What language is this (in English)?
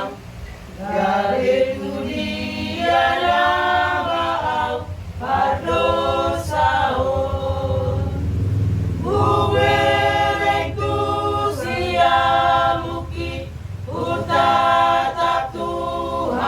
Batak Toba